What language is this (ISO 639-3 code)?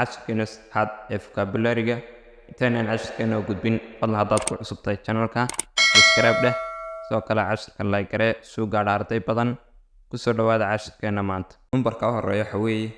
som